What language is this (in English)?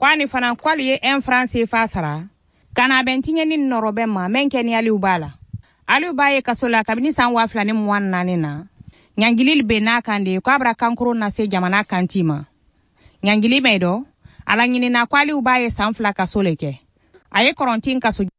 Bambara